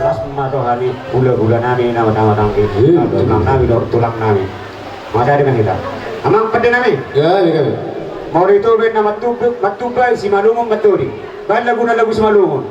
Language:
Batak Toba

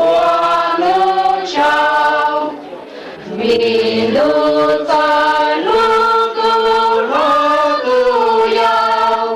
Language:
Hmong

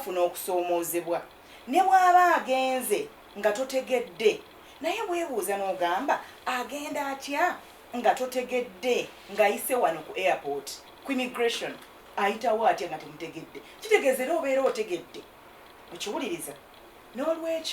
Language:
Ganda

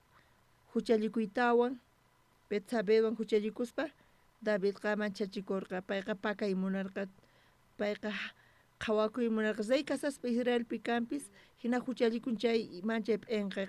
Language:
South Bolivian Quechua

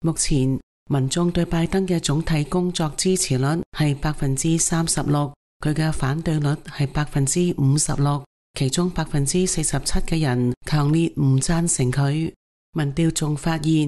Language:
Cantonese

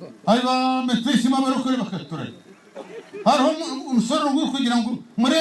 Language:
Nyankole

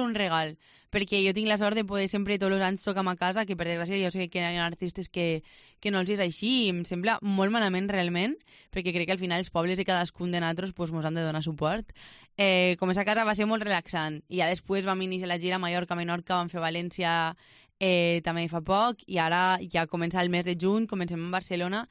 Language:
Catalan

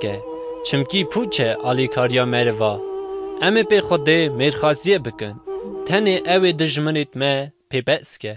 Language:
Kurdish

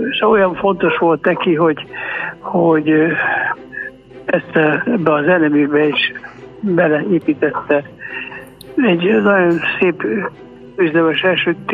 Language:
Hungarian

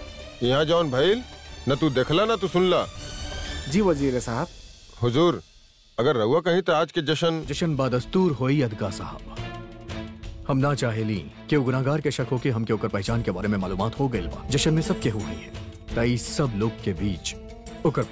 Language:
Bhojpuri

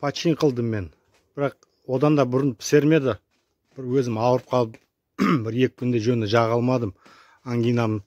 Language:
Kazakh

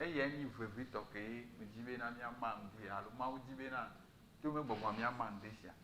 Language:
Ewe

